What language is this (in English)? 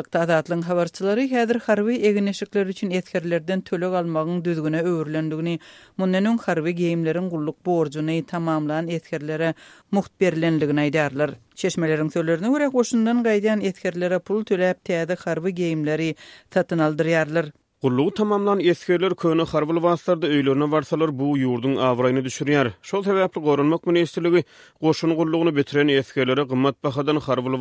Turkmen